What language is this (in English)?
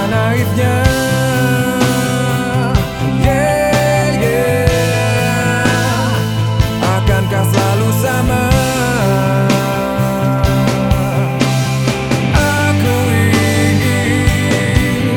Indonesian